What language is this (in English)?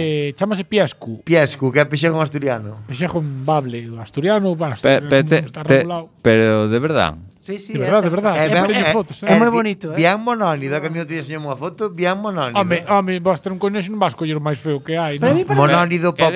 Galician